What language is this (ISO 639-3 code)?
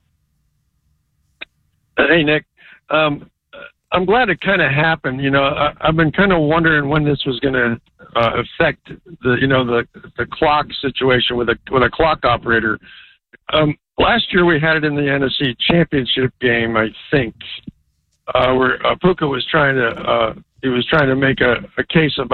eng